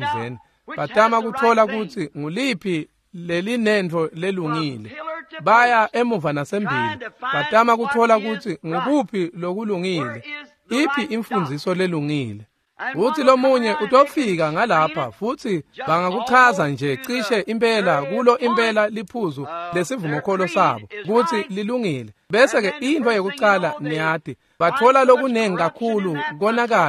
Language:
Swati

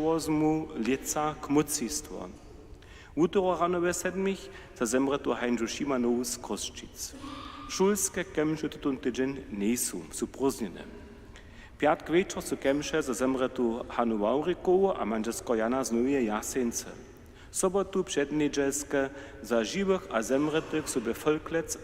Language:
Upper Sorbian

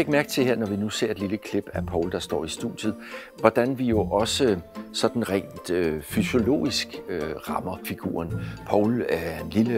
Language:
Danish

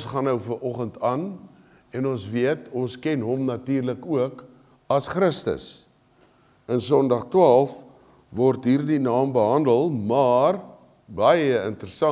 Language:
Afrikaans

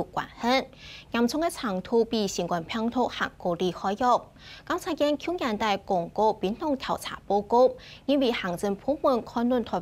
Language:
Hakka Chinese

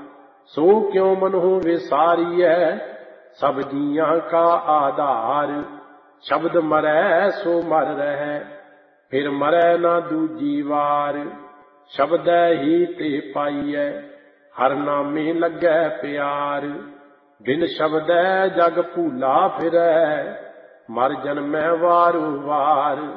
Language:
Punjabi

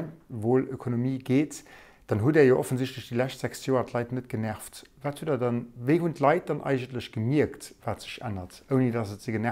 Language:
Luxembourgish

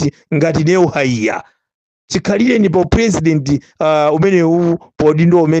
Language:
Nyanja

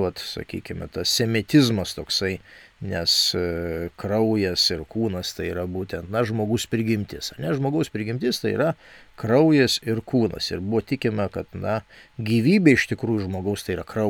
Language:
Lithuanian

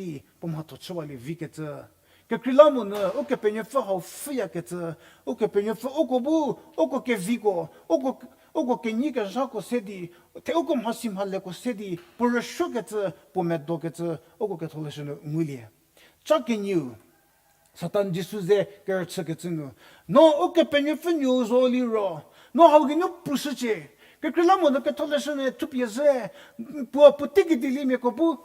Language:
Angami Naga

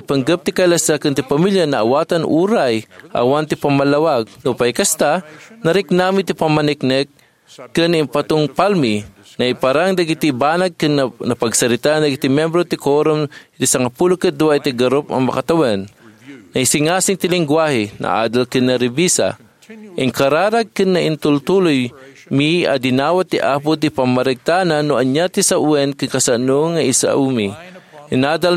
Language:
Iloko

